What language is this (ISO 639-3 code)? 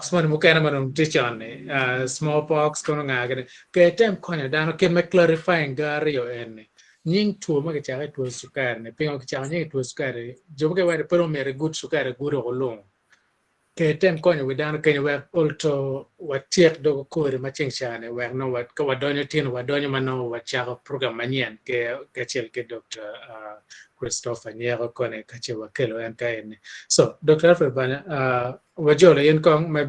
ach